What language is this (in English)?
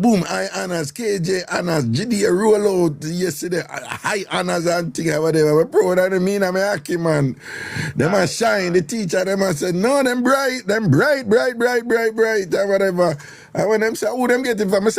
Jamaican Creole English